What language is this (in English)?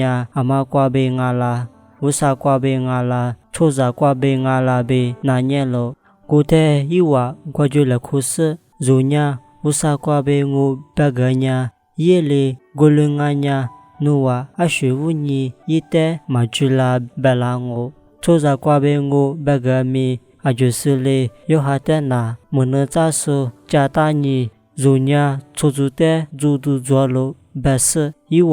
Lisu